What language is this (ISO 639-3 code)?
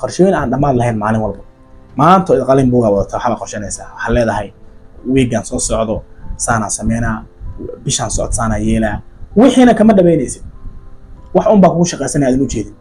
som